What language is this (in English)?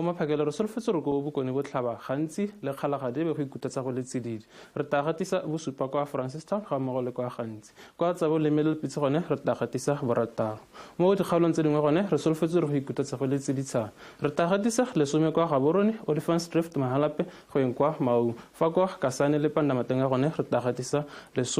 Tswana